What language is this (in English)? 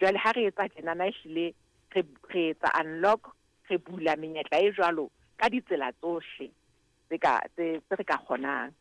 Southern Sotho